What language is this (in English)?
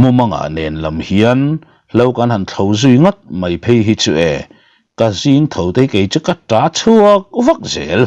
Mizo